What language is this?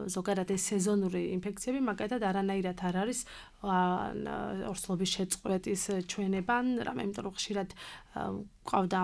Georgian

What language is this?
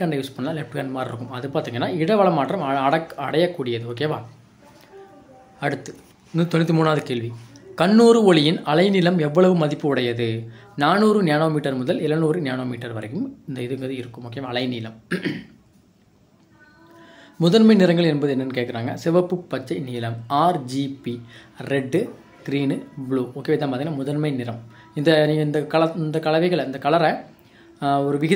Tamil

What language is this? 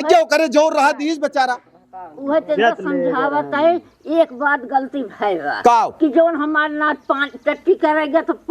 Awadhi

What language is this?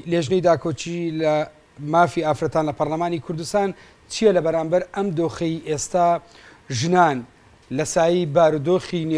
Central Kurdish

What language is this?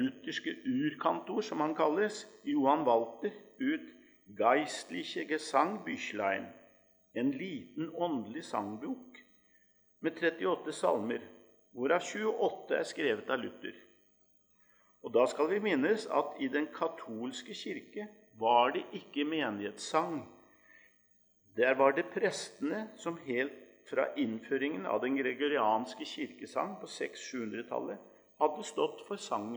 Norwegian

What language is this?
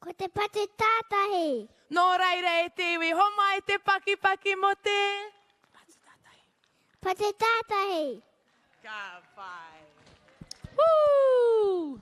Māori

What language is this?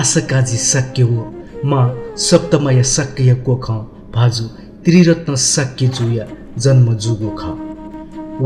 Newari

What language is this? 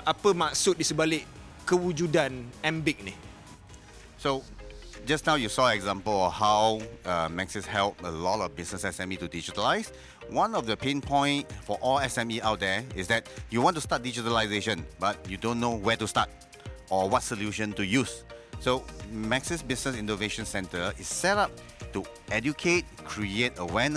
Malay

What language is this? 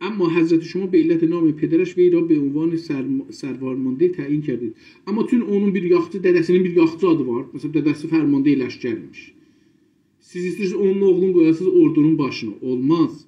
South Azerbaijani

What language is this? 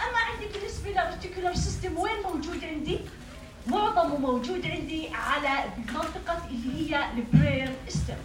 North Levantine Arabic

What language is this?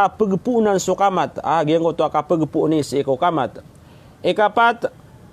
Maranao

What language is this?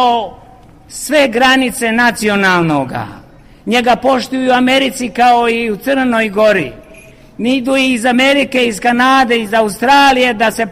Serbian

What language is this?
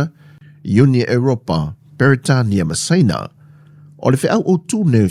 Samoan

